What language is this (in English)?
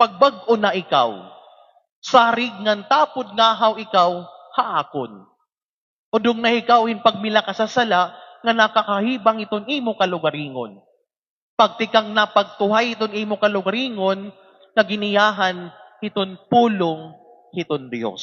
Waray